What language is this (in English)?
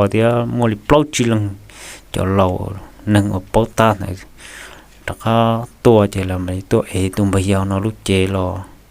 Hmong